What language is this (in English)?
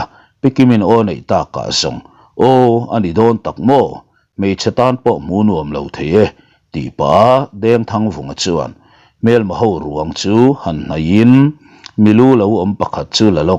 Mizo